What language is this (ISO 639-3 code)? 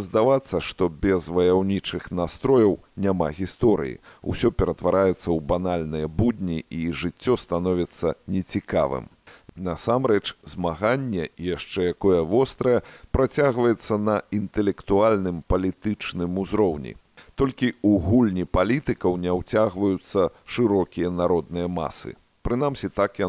bel